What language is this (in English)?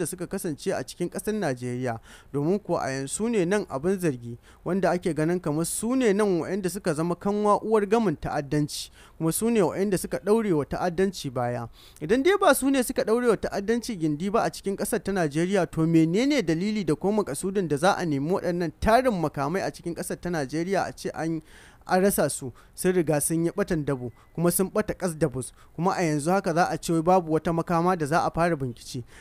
Hausa